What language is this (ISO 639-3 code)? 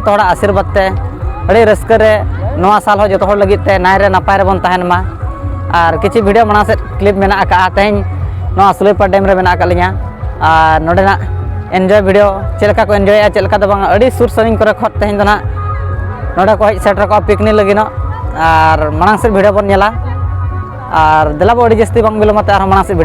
sat